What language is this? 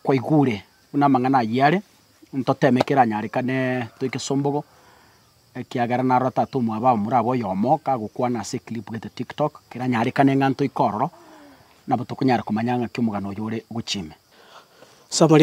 Gusii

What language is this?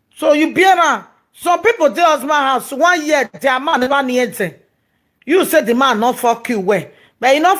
Nigerian Pidgin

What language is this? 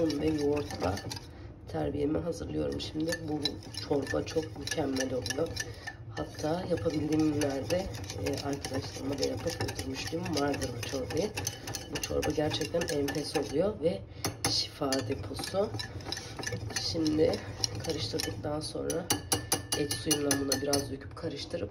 Turkish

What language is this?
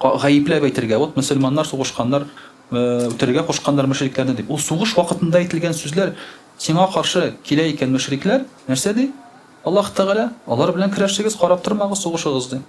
Tatar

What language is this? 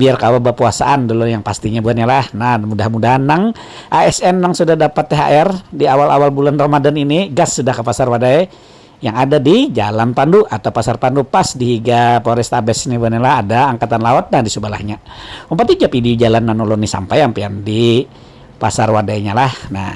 Banjar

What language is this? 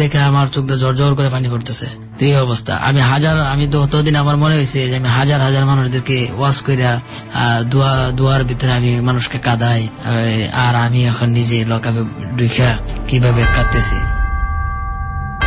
Bangla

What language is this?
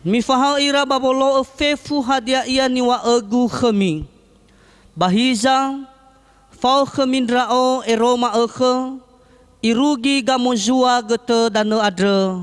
Nias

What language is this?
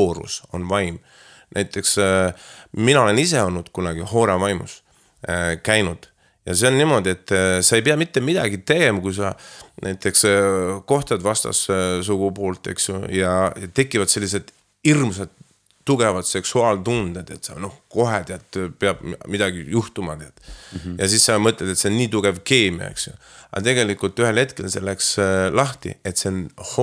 Estonian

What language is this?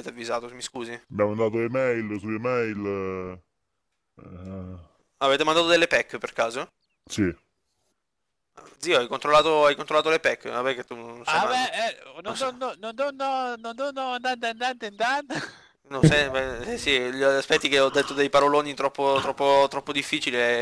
Italian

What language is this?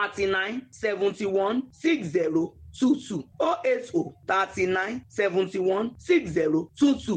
Nigerian Pidgin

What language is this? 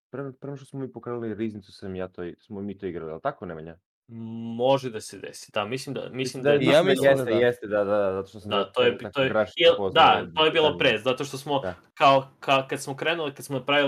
Serbian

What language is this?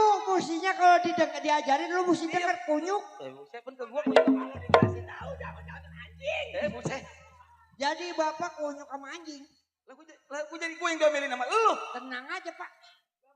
Betawi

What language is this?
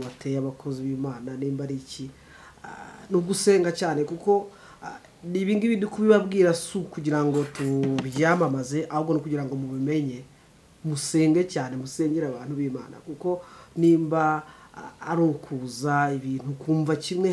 Kinyarwanda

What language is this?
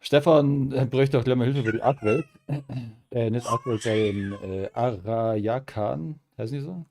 Bavarian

